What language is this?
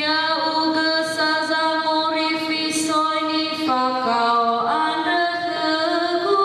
Nias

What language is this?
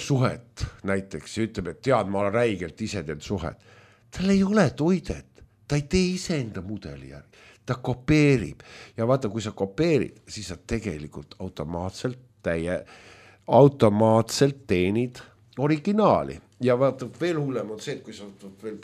Estonian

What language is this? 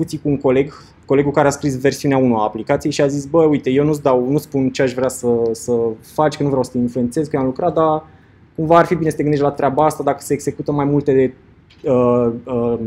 Romanian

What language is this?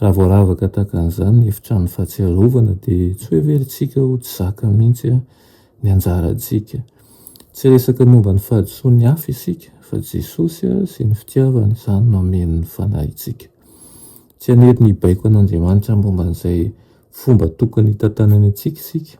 Malagasy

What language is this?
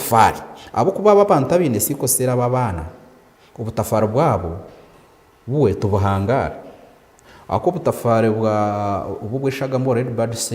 Nyankole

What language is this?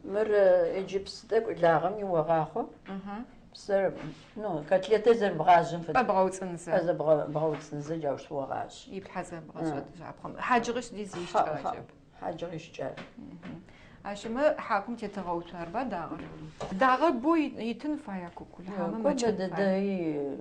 Adyghe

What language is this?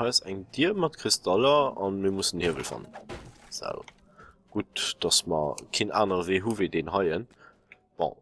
Luxembourgish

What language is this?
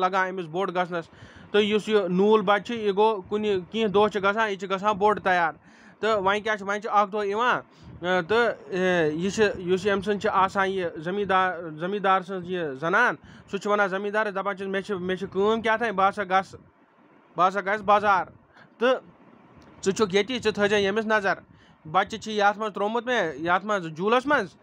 Kashmiri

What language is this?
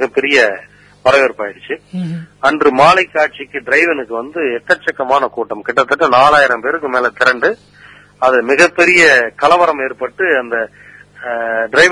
Tamil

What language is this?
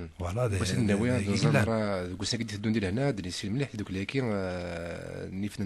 Kabyle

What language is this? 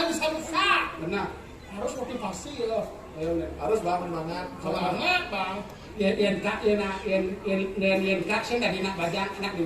Balinese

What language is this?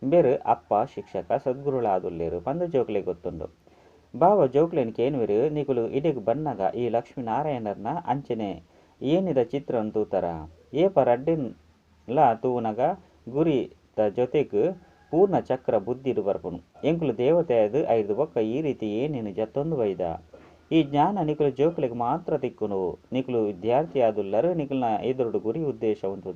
Tulu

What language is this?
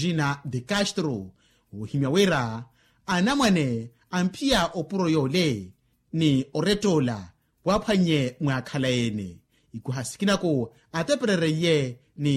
Makhuwa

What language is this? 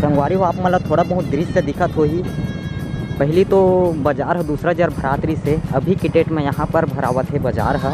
Chhattisgarhi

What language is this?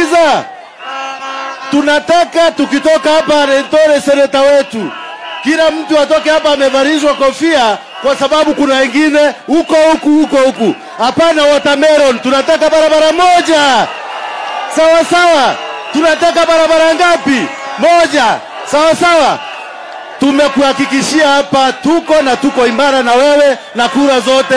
Swahili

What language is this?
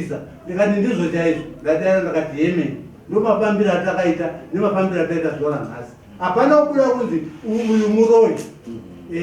Shona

